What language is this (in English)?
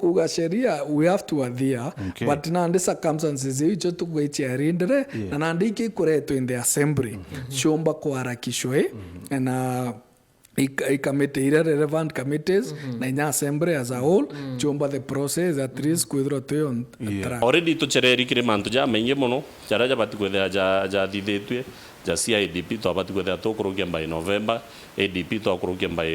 Meru